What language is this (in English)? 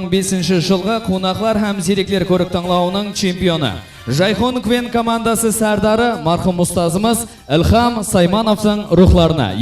Kara-Kalpak